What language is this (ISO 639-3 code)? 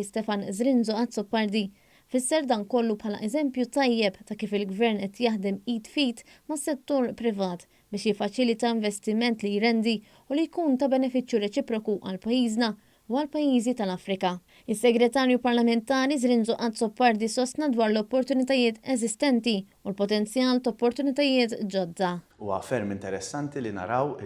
mlt